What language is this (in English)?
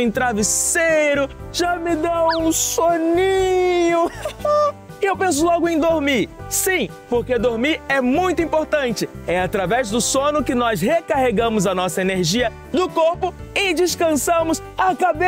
Portuguese